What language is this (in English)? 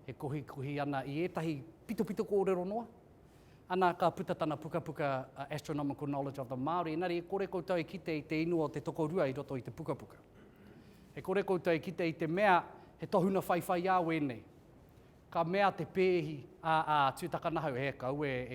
Māori